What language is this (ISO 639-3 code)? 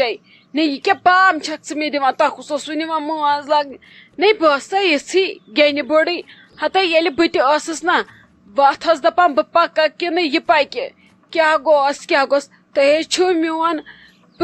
kas